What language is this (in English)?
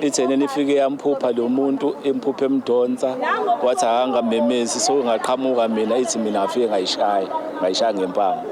Zulu